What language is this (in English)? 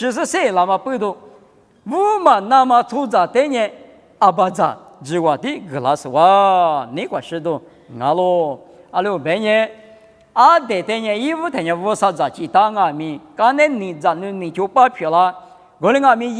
Lisu